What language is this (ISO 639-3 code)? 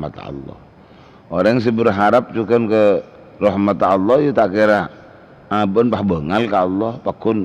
mad